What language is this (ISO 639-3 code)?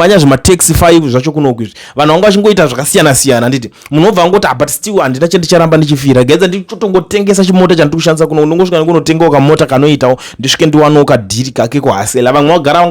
sna